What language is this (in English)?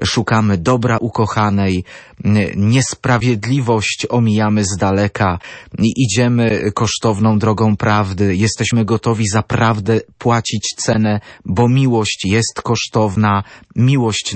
Polish